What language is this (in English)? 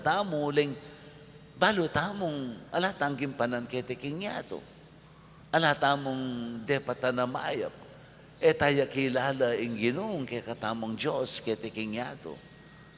Pampanga